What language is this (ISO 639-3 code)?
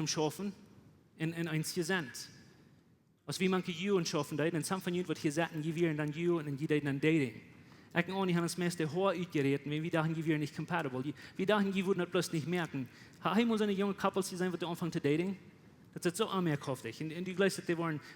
pdt